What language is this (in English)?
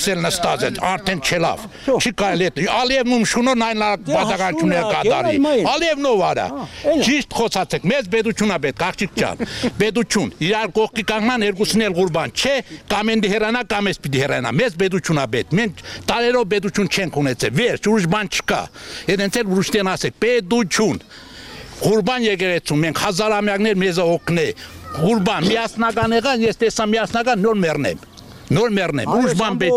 Armenian